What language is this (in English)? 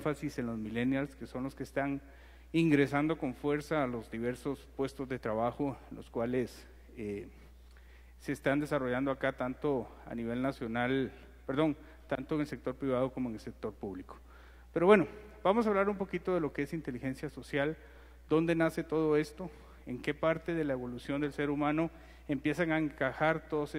Spanish